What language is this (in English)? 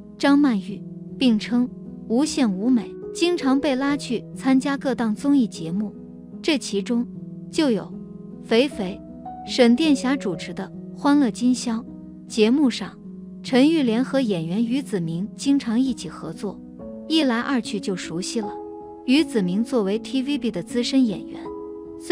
Chinese